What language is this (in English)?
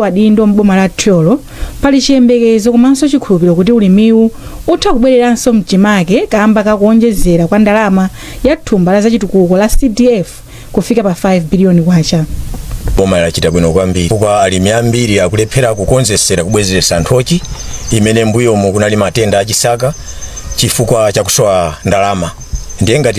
Nyanja